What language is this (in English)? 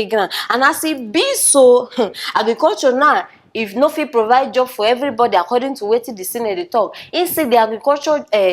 Nigerian Pidgin